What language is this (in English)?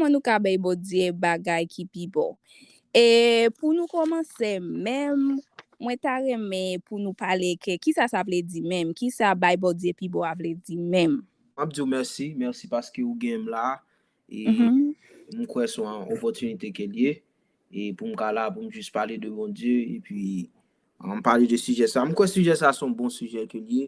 Haitian Creole